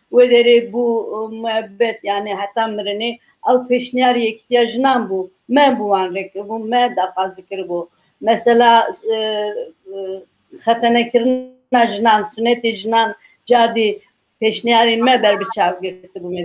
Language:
Kurdish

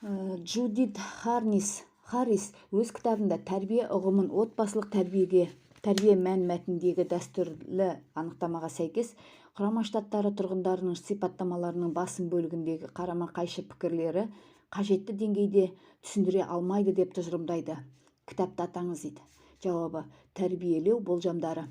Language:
Kazakh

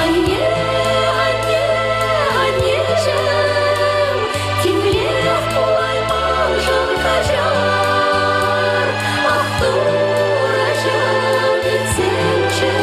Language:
Chuvash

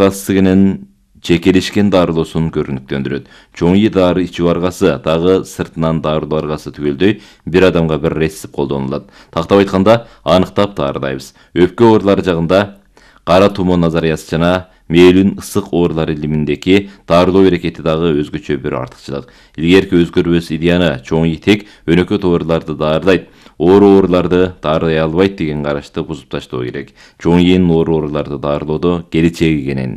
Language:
Kyrgyz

